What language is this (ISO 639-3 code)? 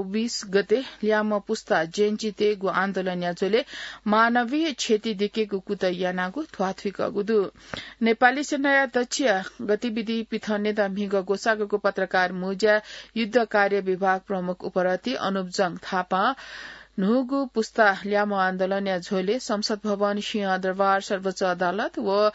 new